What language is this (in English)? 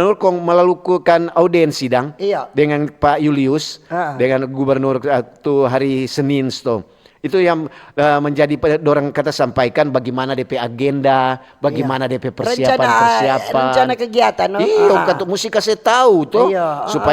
Manado Malay